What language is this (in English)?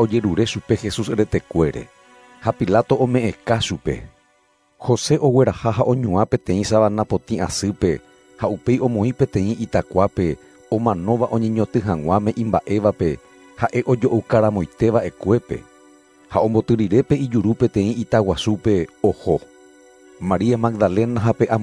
Guarani